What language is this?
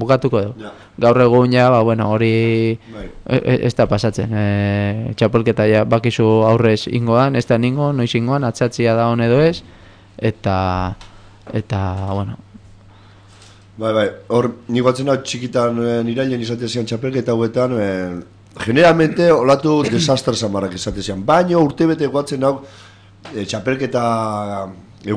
Basque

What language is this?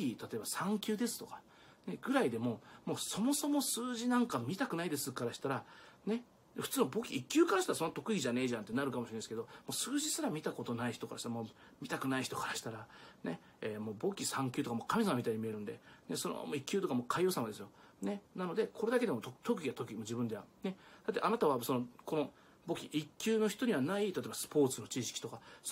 Japanese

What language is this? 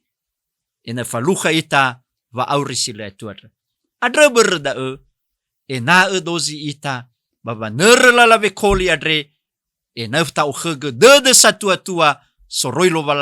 Nias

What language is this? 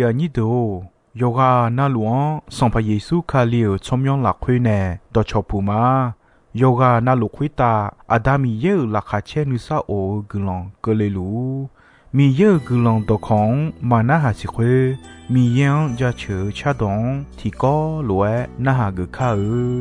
Akha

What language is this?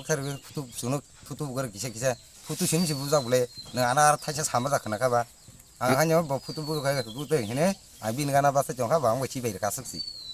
Kok Borok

